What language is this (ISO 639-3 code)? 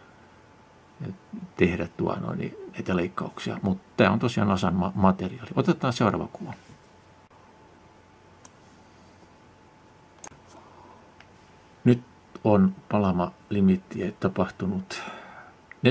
fin